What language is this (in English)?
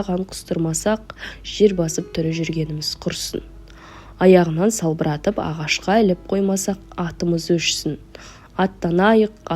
Kazakh